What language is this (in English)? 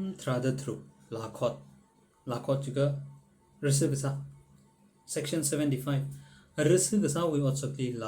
Tangkhul Naga (India)